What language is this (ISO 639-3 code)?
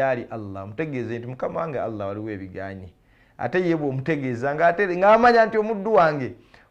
lug